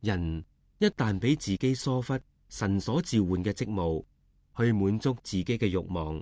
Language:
Cantonese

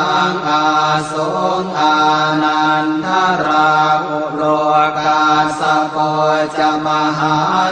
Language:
Pali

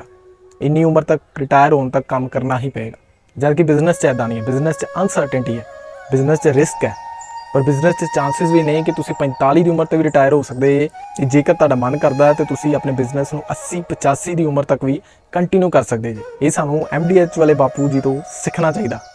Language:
Punjabi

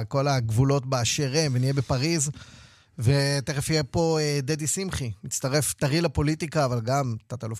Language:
Hebrew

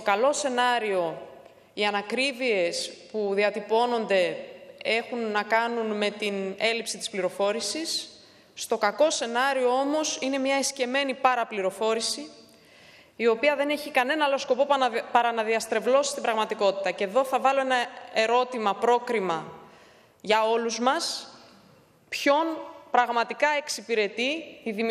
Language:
Greek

